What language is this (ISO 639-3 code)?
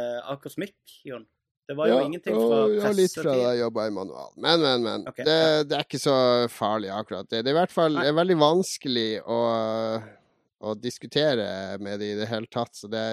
nor